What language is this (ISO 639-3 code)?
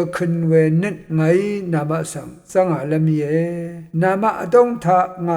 raw